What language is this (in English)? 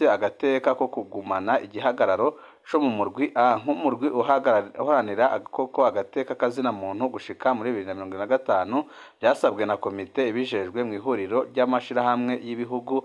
Rundi